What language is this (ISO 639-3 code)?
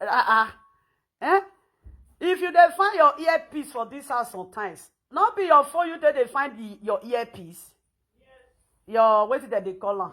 pcm